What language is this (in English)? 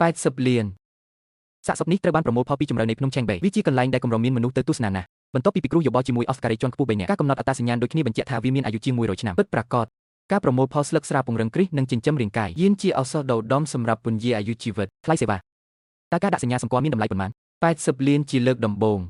Khmer